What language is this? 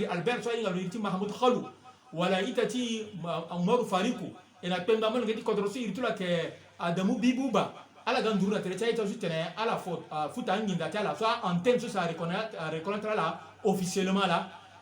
Sango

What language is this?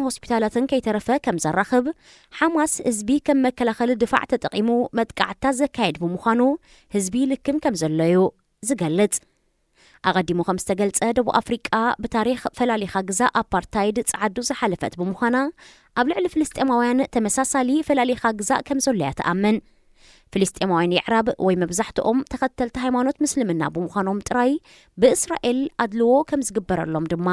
Tigrinya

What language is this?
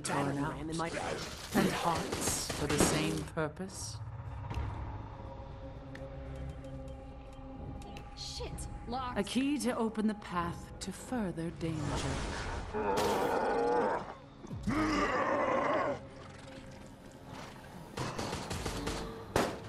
English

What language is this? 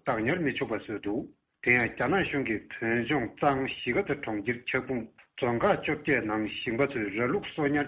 Tibetan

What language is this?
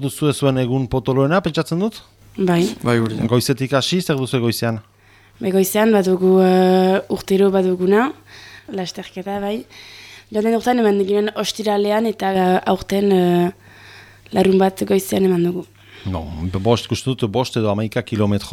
Basque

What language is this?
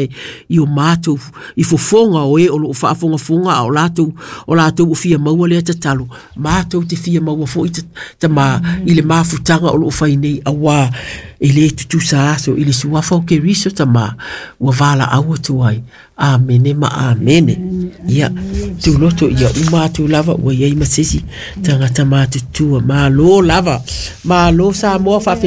Samoan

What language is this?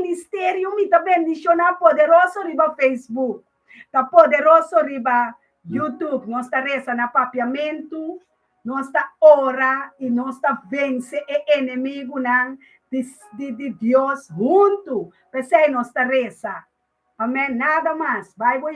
Papiamento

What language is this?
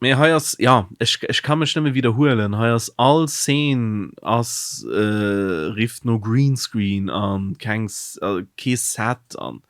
Luxembourgish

